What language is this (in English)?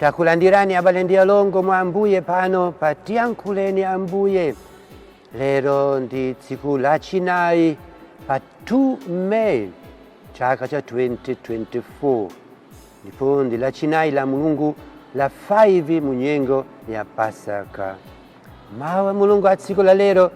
Nyanja